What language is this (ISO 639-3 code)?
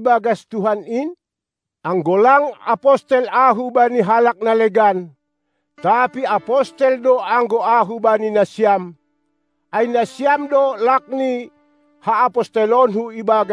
bts